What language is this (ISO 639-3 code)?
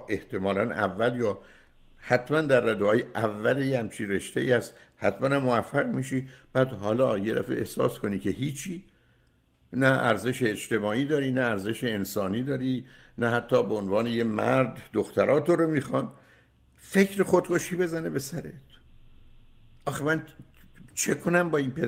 fas